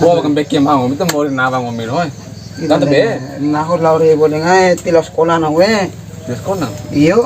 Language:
Bima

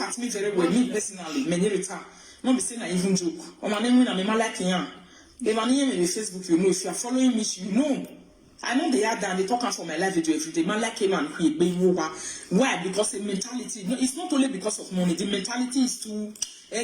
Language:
Nigerian Pidgin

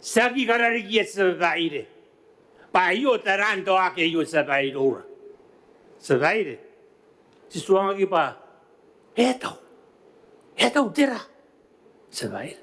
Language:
Gilbertese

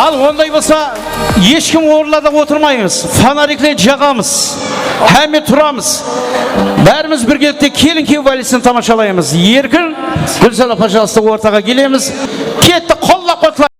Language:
Kara-Kalpak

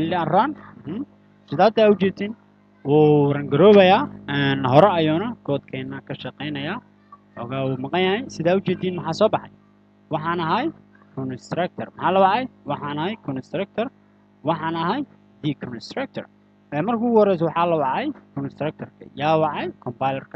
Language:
Somali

